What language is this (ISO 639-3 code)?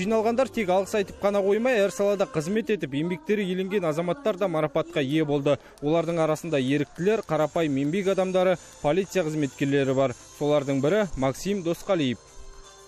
kaz